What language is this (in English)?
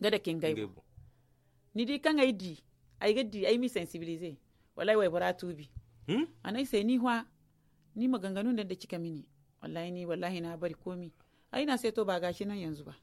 Zarma